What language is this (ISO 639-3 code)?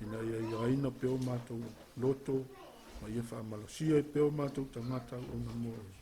smo